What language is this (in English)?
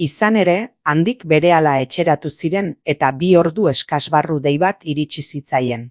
Basque